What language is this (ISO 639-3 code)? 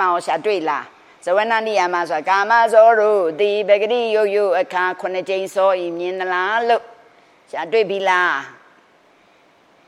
mya